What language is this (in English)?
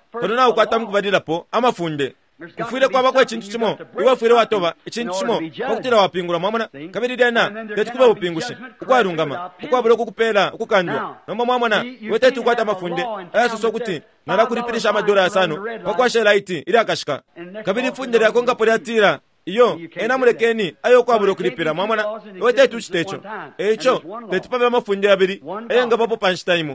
Bemba